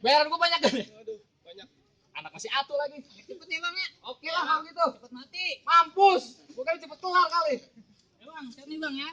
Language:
Betawi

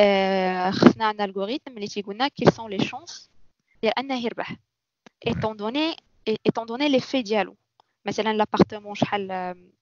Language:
Moroccan Arabic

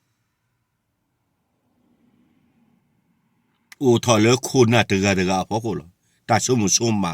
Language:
S'gaw Karen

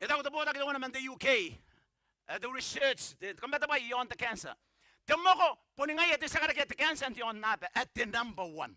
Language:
Gilbertese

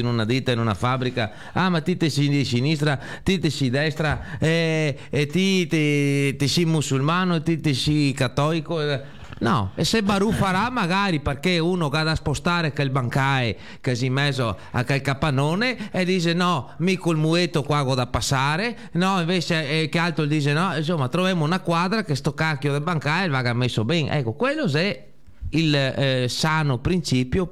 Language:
Italian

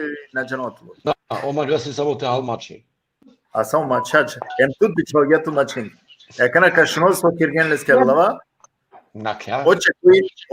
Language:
Balkan Romani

